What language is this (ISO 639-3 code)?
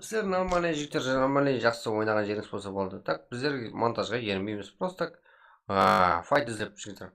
kaa